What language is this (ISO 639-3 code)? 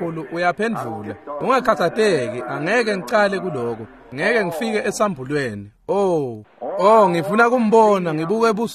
ssw